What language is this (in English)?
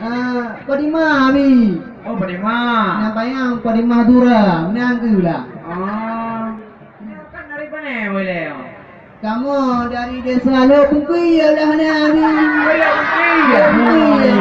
Achinese